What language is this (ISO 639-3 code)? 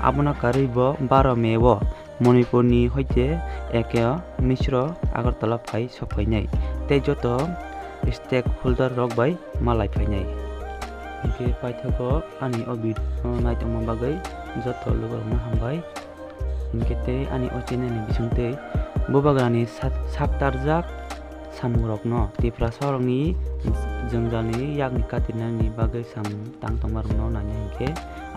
trp